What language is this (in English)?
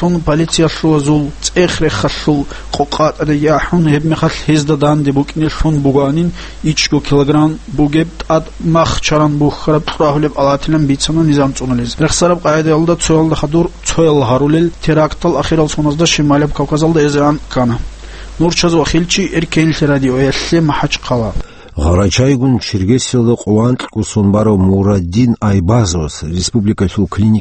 Avaric